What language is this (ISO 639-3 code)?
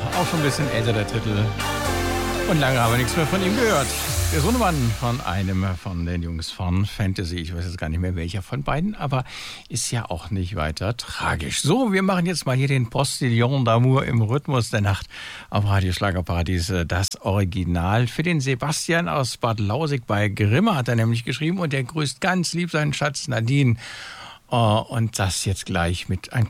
deu